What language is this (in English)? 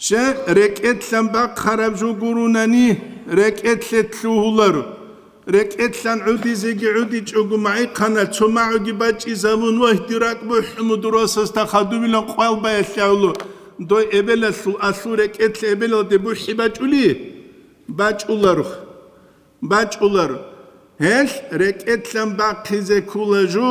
Avaric